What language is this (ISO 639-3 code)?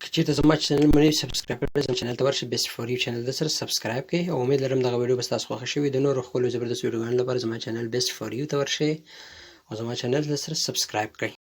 pus